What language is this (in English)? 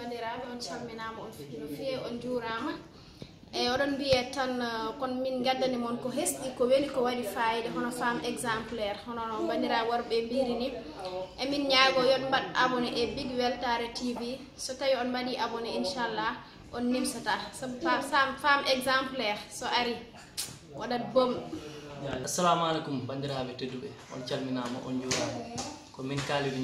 Fula